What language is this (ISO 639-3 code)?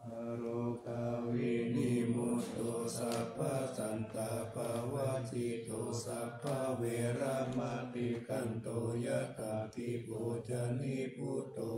pli